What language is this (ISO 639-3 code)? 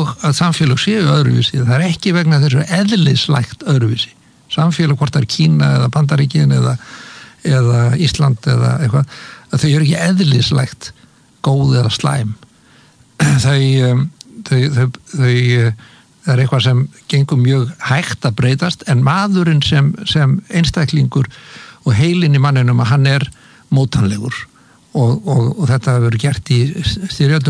isl